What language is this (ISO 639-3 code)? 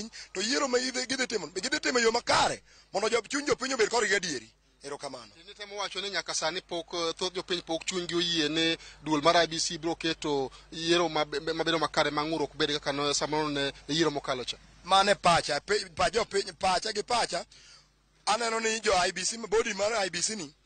luo